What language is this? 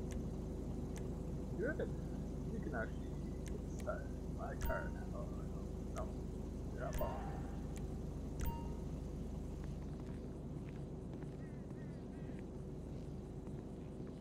English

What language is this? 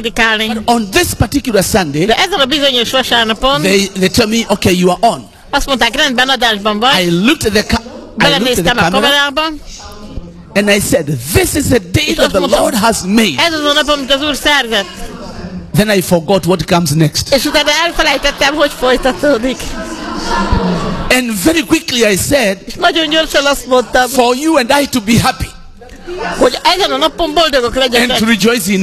Hungarian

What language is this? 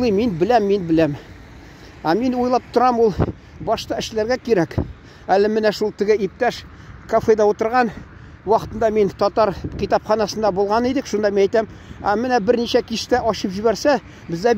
Tatar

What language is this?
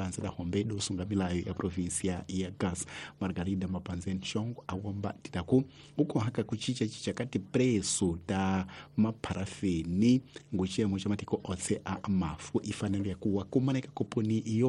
Tsonga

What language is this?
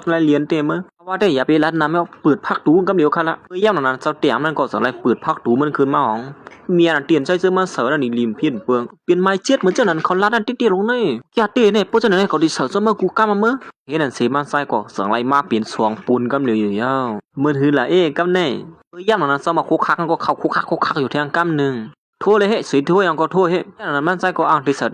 Shan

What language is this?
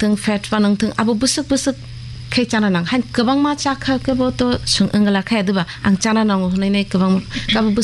Kok Borok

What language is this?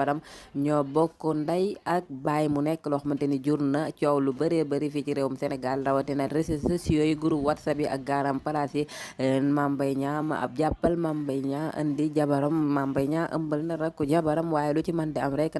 Wolof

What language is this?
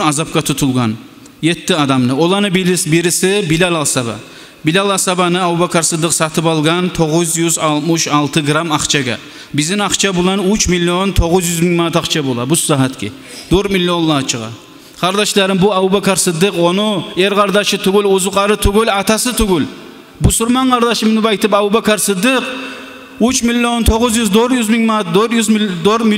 Kumyk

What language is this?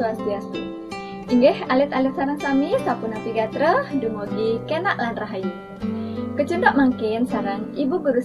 Balinese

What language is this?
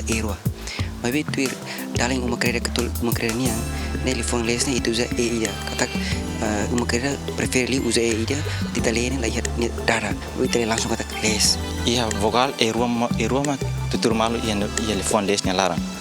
Tetum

